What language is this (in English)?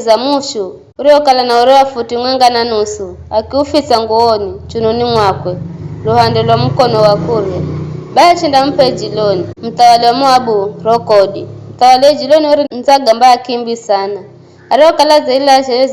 Giryama